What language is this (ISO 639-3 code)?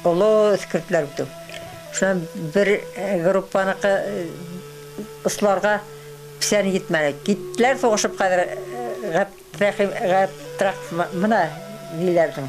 bak